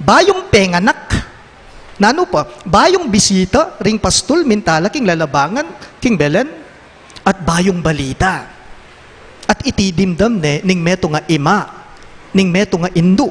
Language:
Pampanga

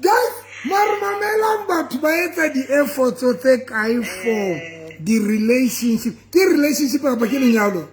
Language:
Southern Sotho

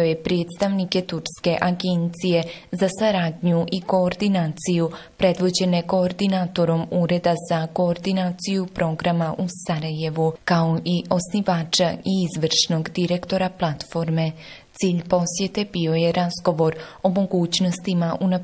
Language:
Bosnian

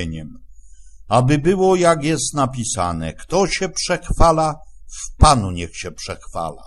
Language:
Polish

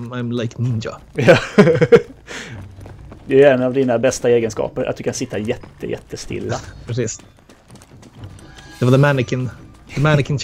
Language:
Swedish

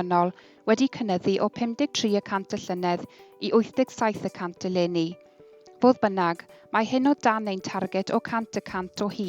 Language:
Welsh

